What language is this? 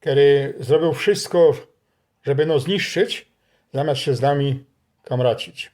Silesian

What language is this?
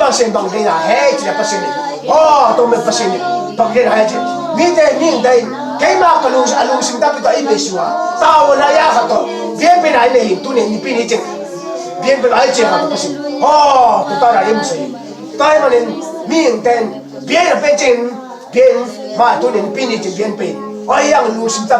Tedim Chin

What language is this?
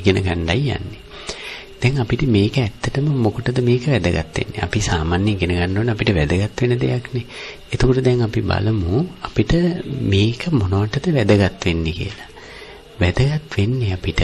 Sinhala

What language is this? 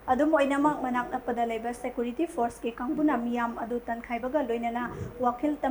Manipuri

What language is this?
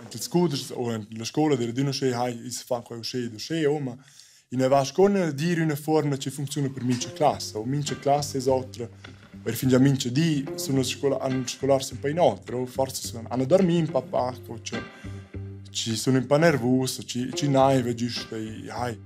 Romansh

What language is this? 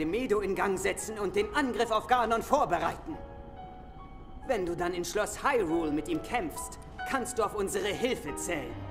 German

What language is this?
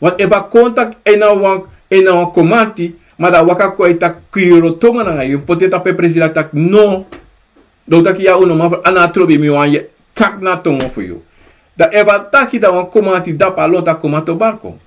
Sranan Tongo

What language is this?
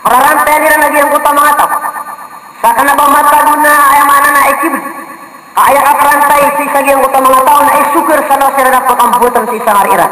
Maranao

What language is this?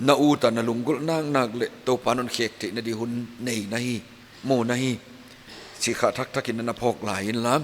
Paite Chin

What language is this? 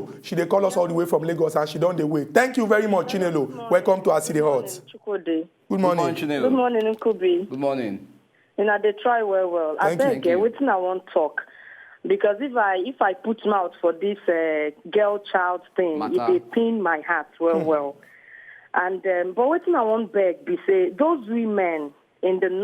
Nigerian Pidgin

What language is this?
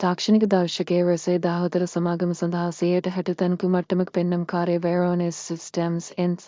Sinhala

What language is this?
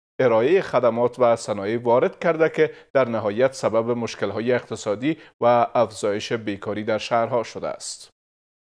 Persian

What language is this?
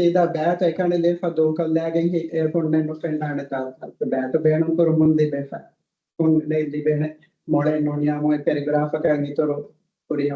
Divehi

